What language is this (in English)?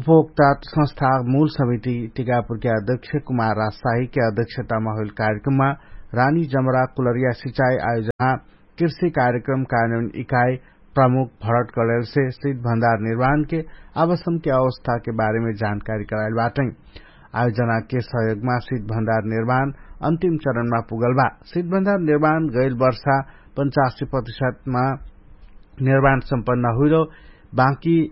Dangaura Tharu